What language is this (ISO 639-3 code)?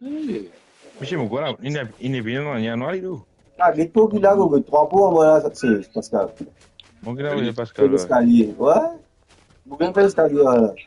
mfe